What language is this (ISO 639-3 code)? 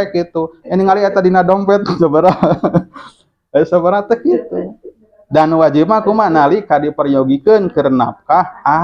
sun